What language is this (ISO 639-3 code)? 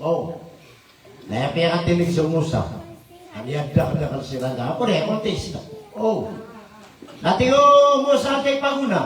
mrw